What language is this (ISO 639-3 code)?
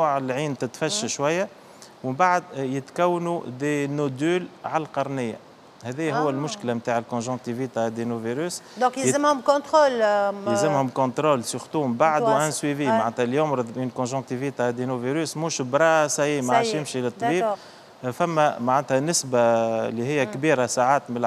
aeb